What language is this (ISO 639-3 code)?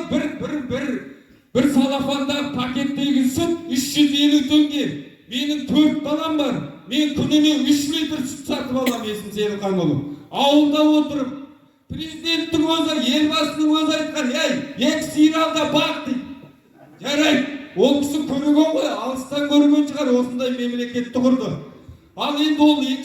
kaz